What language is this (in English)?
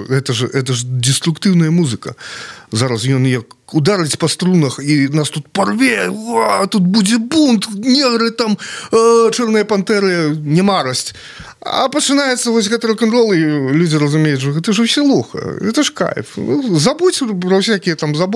Belarusian